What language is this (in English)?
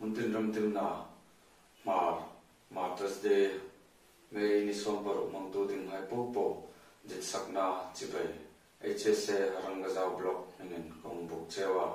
Hmar